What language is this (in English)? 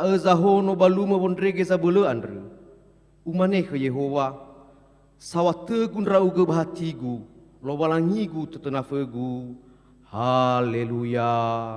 Nias